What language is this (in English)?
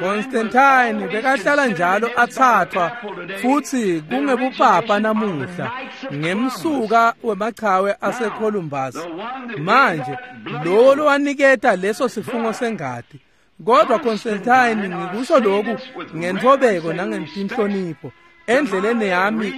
Swati